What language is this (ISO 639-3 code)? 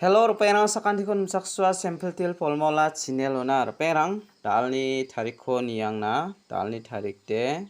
grt